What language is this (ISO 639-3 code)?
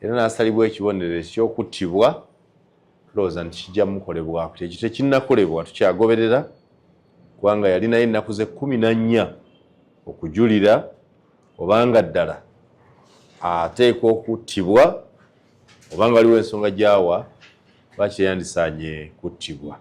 lug